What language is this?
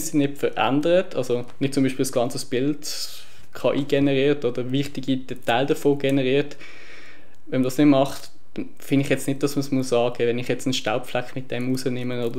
Swiss German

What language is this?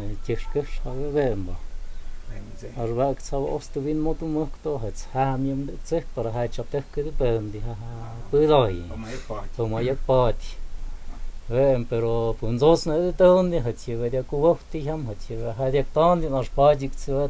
Totontepec Mixe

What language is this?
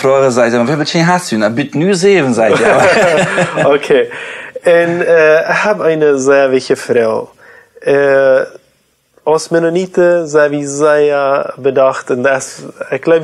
Plautdietsch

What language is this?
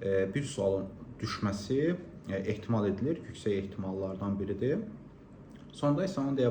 Azerbaijani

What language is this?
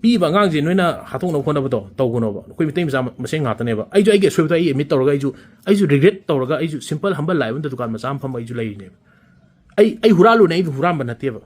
Manipuri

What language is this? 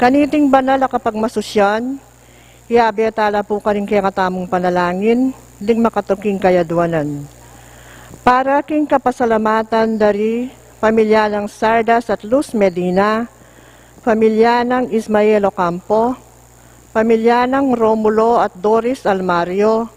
Pampanga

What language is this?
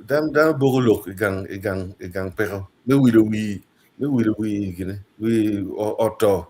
Acoli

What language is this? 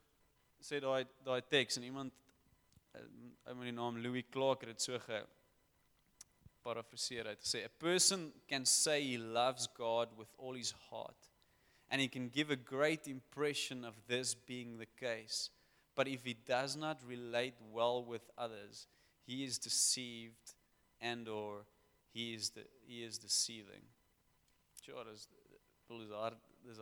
Afrikaans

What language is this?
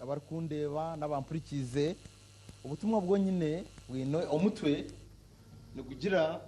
Nyankole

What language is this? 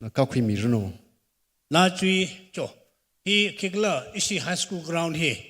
Tangkhul Naga (India)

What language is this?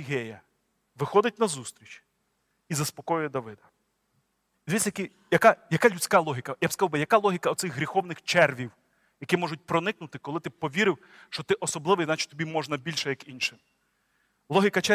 Ukrainian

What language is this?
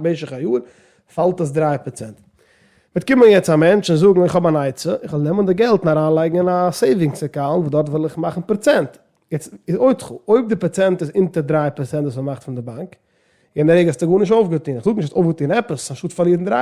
Yiddish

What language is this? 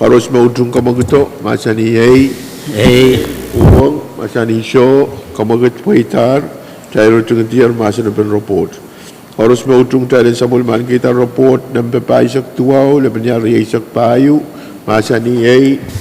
Pohnpeian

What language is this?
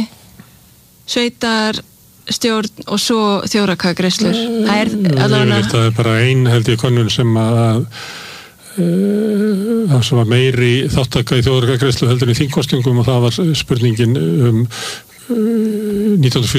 Icelandic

